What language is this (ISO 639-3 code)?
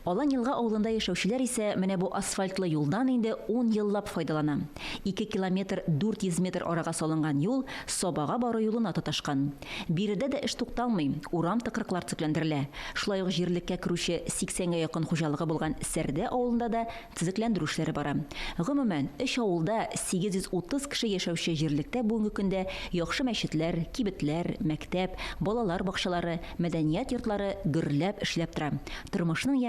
tat